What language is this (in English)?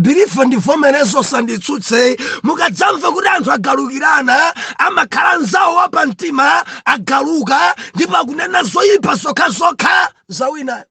Nyanja